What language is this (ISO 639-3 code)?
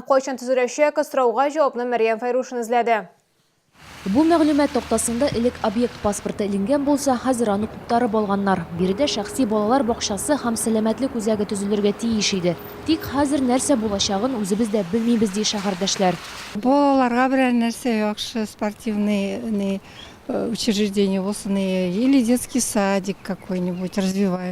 tat